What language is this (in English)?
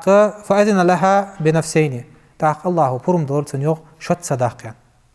Ingush